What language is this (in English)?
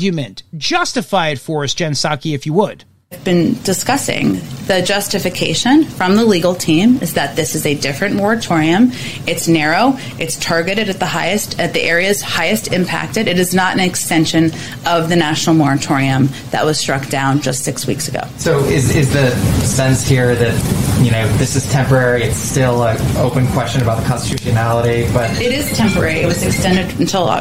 English